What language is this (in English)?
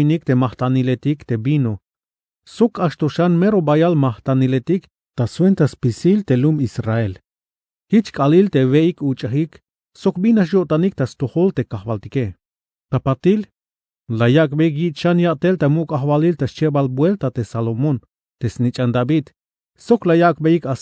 Tzeltal